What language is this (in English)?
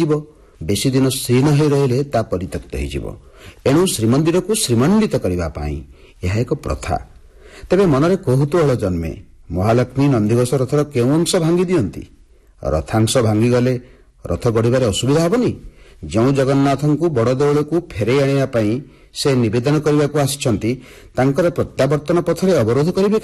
Odia